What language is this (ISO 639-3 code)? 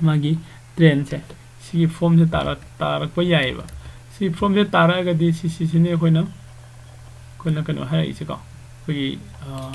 mni